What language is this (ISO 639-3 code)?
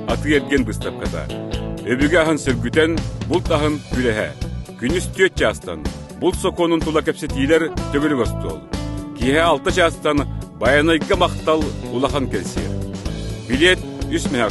sah